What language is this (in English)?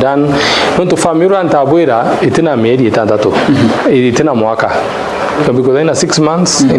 Meru